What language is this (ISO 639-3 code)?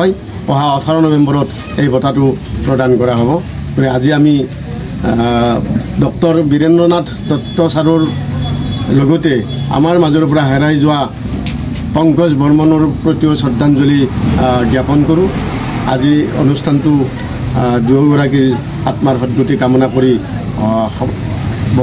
asm